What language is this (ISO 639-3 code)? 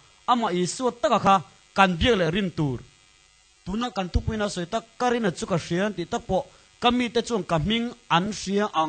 lus